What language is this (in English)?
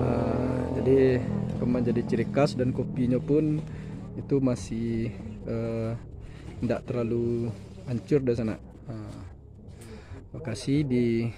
Minangkabau